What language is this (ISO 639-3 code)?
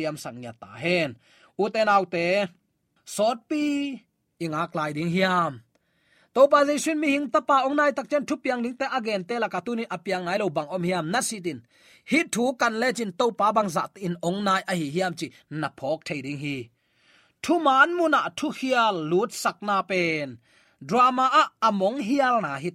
ctd